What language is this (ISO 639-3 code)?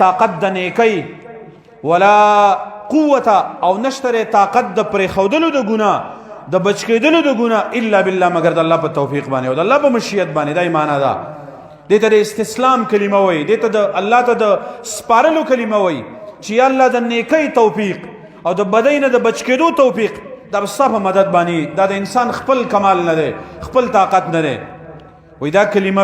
pus